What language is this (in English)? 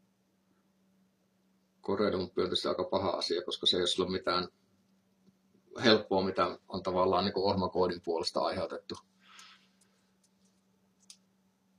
Finnish